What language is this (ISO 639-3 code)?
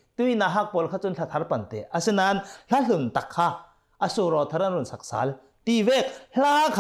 cnh